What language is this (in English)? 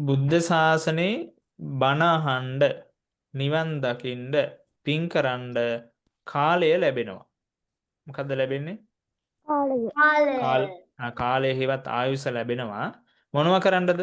Sinhala